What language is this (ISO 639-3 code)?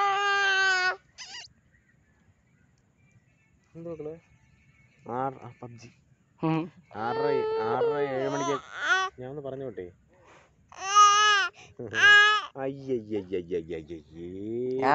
mal